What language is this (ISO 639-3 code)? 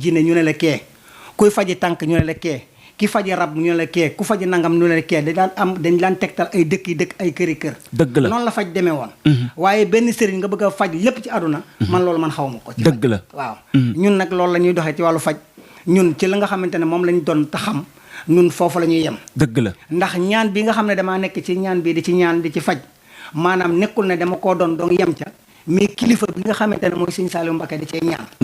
wol